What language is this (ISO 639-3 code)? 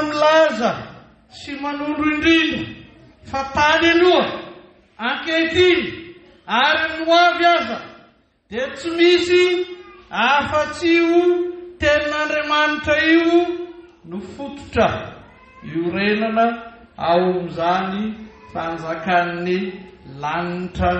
mlg